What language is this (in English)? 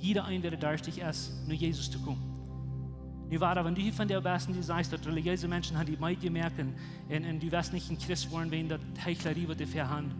Plautdietsch